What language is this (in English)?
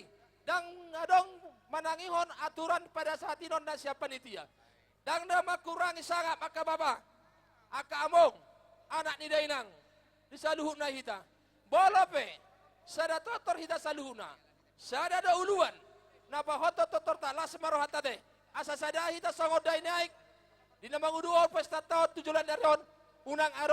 Batak Toba